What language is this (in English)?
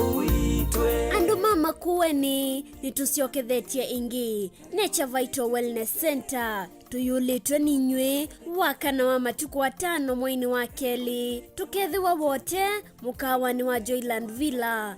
Kamba